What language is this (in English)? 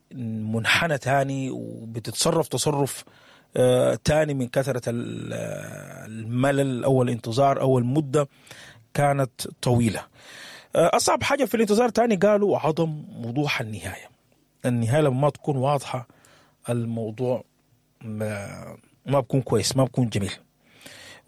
Sudanese Arabic